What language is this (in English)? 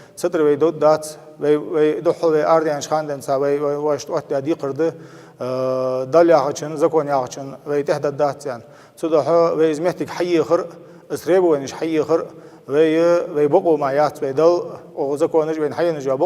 Ingush